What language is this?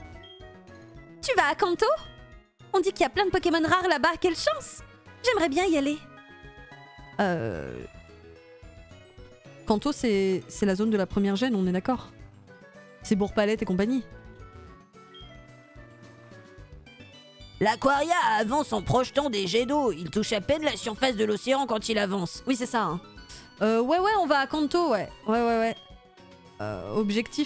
French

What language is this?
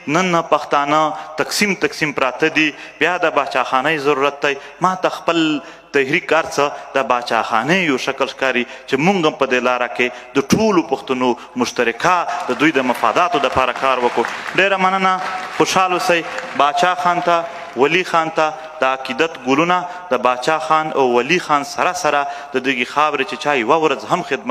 Pashto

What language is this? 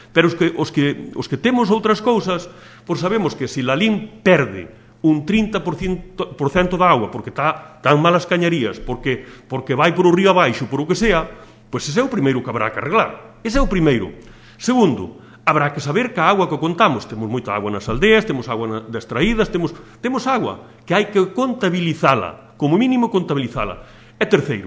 Galician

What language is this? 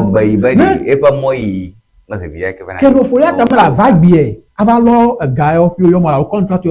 Ewe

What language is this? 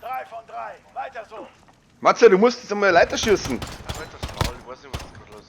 Bavarian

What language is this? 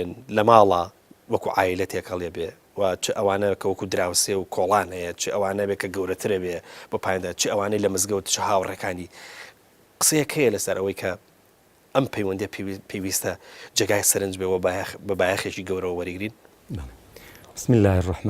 Central Kurdish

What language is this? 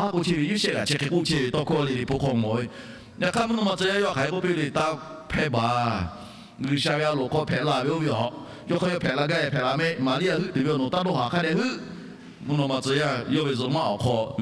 Lahu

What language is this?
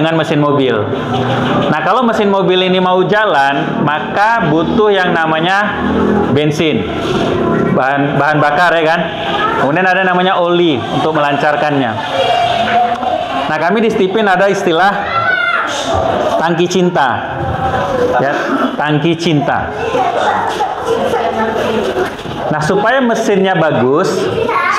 Indonesian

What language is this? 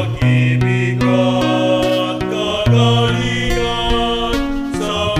Bikol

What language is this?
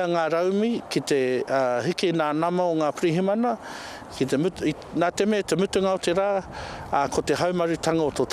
Māori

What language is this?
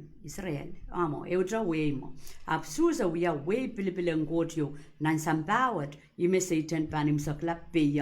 Pohnpeian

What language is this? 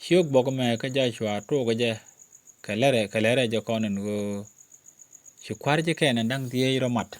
Nuer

